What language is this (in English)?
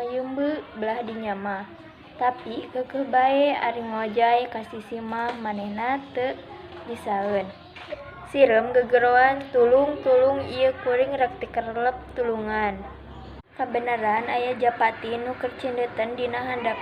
Sundanese